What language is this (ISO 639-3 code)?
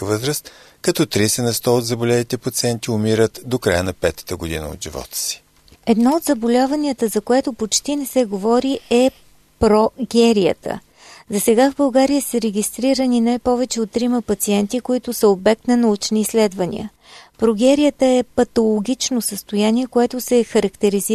bul